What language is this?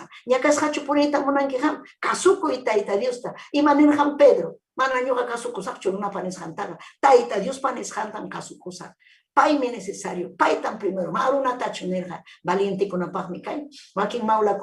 Ayacucho Quechua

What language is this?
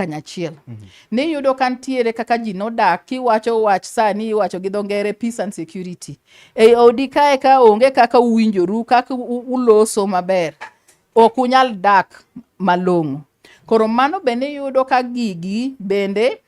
Luo (Kenya and Tanzania)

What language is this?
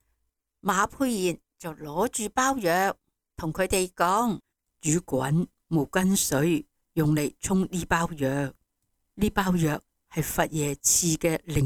Cantonese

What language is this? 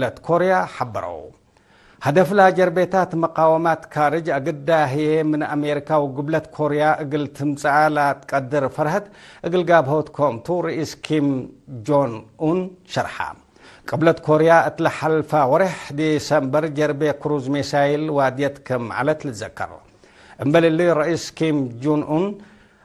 Tigre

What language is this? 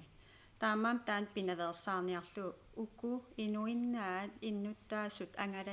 Kalaallisut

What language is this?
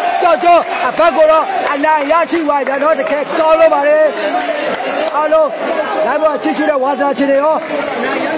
Burmese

